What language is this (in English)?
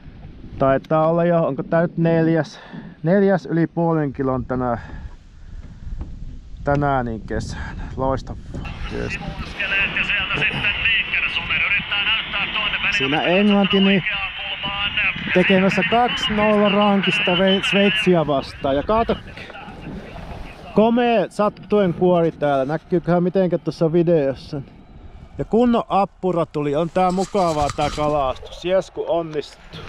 Finnish